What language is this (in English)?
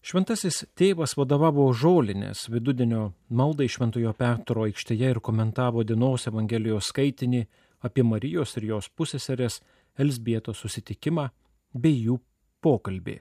Lithuanian